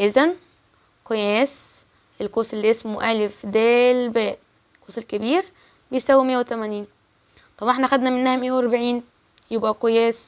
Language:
Egyptian Arabic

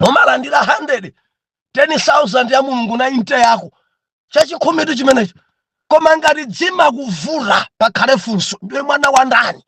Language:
Nyanja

